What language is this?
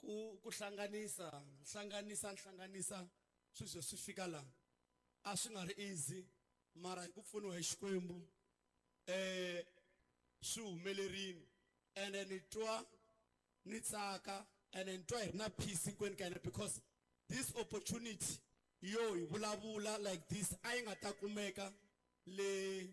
Tsonga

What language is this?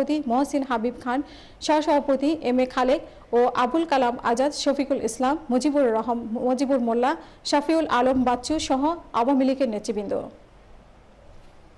Bangla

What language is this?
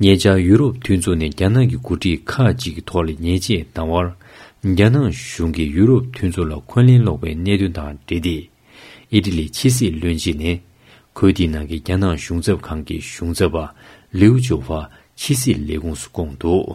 Tibetan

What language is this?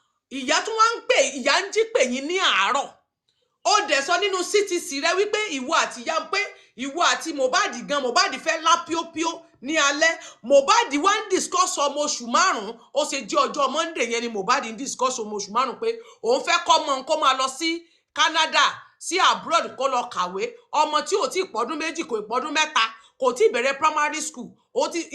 Yoruba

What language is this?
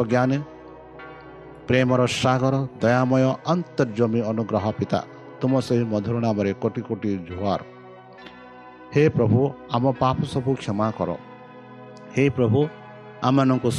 Odia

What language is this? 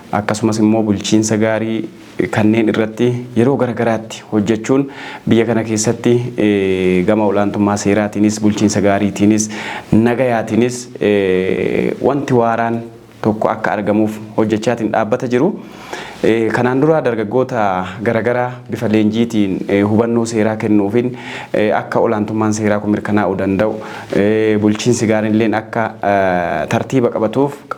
Oromo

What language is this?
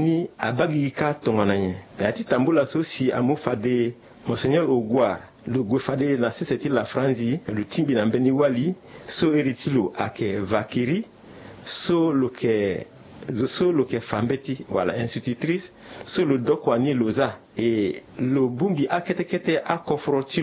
Sango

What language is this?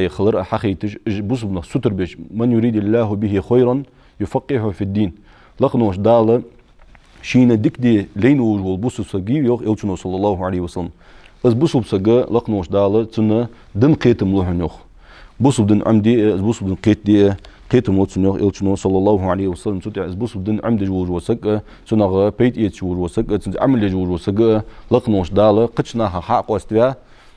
Ingush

